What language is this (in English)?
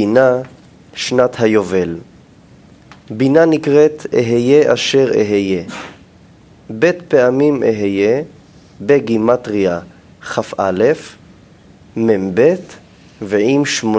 Hebrew